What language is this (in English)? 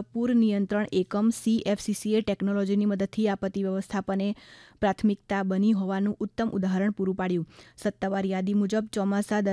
Gujarati